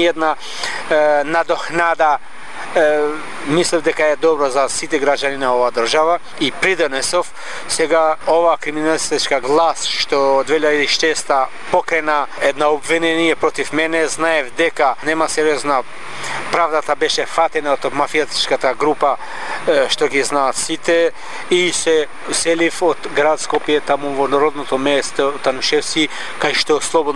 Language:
Macedonian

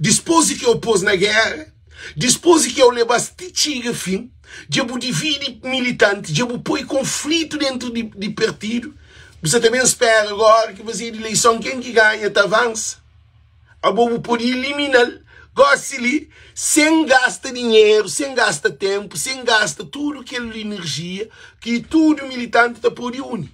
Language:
Kabuverdianu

